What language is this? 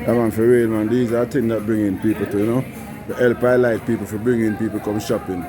Jamaican Creole English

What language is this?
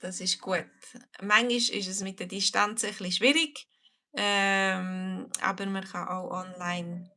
Swiss German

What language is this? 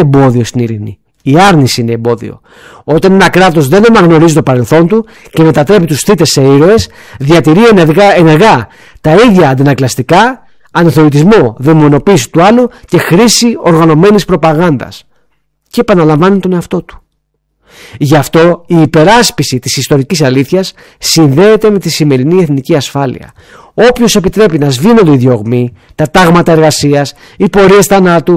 Greek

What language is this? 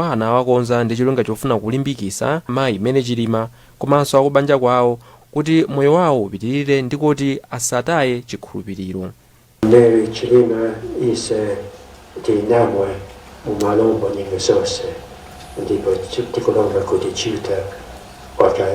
Nyanja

